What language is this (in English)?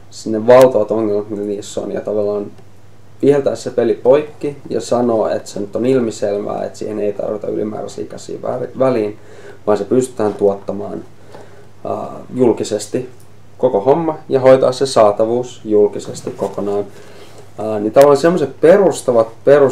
Finnish